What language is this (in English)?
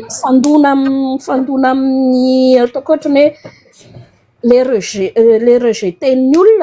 Malagasy